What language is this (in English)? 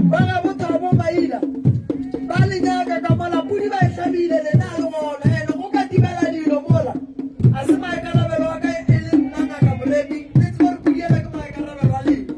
Northern Sotho